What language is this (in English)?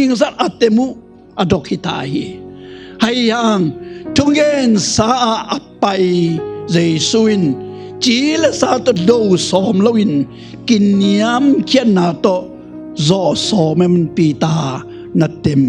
Tedim Chin